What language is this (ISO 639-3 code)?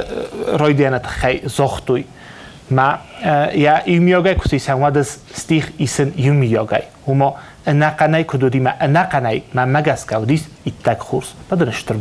oss